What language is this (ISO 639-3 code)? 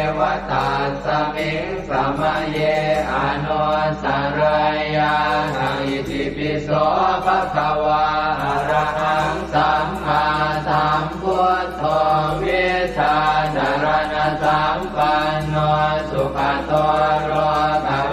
pli